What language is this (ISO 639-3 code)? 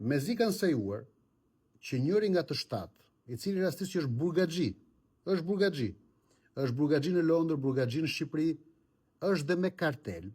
sqi